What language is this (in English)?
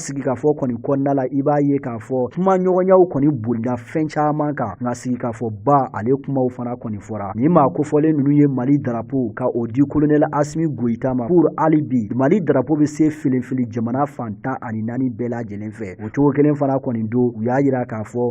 Bambara